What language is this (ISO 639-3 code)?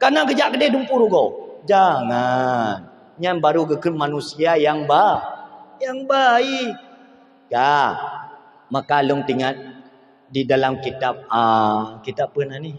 ace